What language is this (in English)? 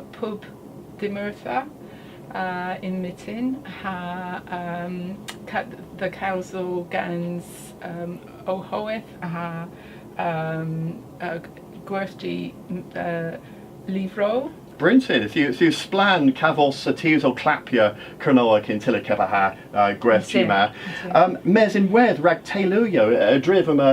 Cornish